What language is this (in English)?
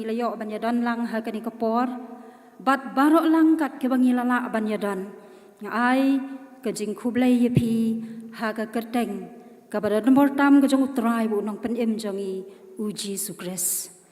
Khasi